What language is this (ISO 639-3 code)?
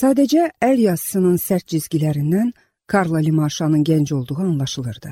aze